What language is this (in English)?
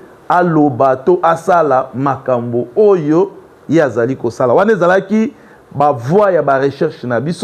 Lingala